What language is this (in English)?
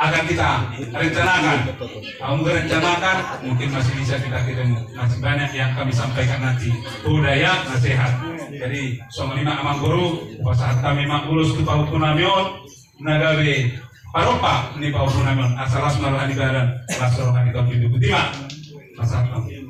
Batak Toba